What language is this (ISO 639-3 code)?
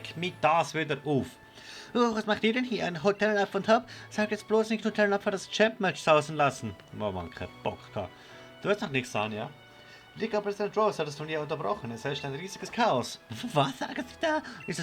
gsw